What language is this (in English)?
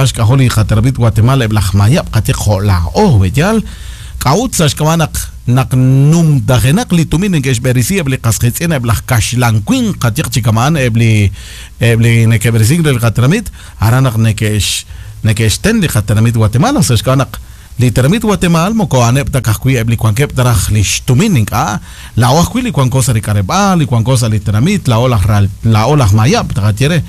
Kekchí